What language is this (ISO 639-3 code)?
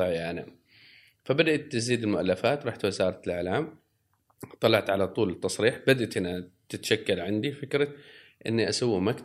afb